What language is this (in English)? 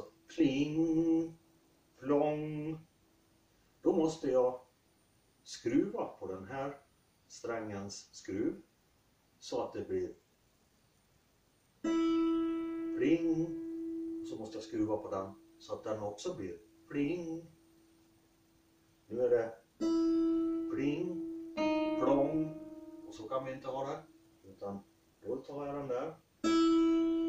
Swedish